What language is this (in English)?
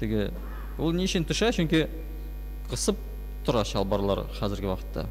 Tatar